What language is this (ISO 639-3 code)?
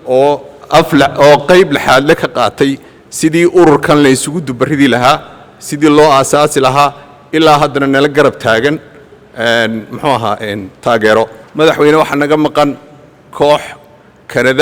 som